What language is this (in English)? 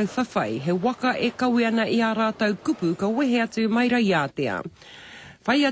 Māori